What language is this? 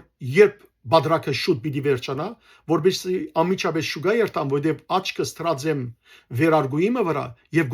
Western Armenian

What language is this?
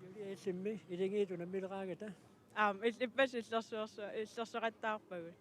Kalaallisut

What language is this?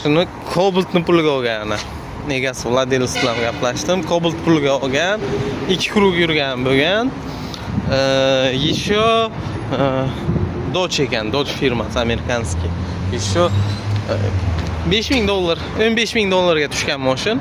Uzbek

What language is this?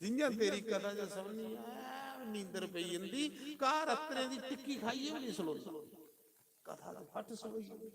Dogri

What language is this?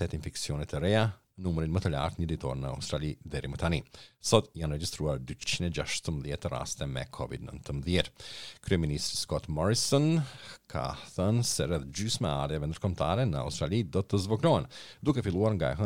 Albanian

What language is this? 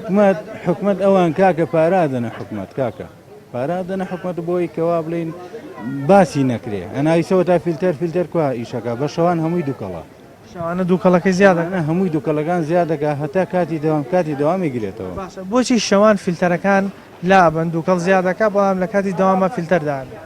Central Kurdish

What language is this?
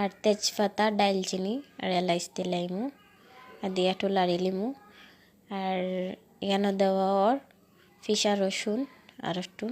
Sylheti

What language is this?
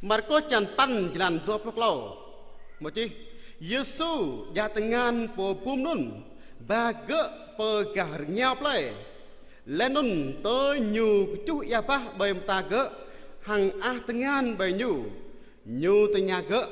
Jarai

